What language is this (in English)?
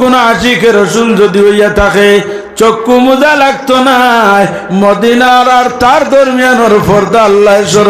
Sylheti